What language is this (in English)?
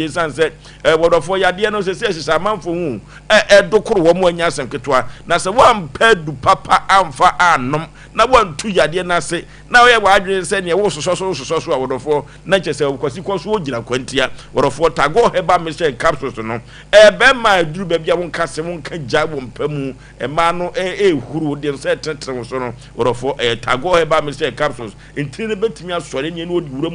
Akan